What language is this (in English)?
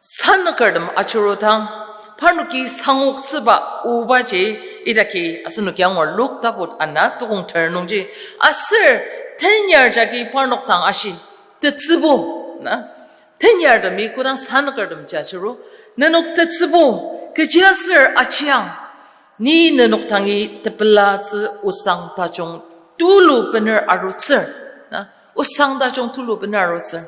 Ao Naga